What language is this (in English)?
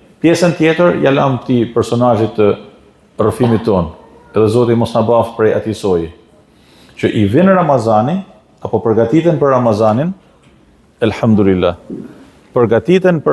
Albanian